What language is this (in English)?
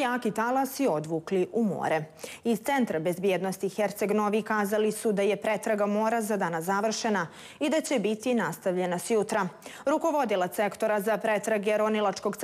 Serbian